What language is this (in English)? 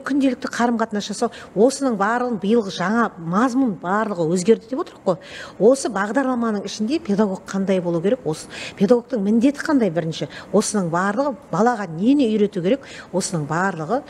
Kazakh